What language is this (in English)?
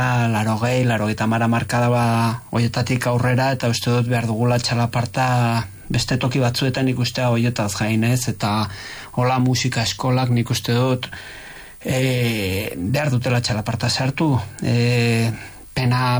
Basque